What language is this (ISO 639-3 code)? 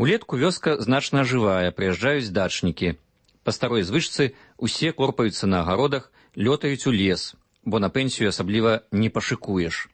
bel